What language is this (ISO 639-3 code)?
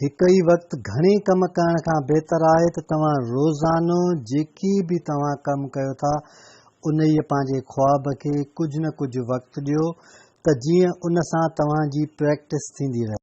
snd